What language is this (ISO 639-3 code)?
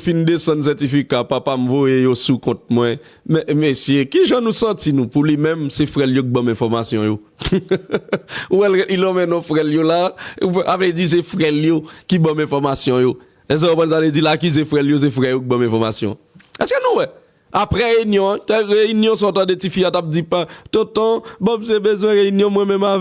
hat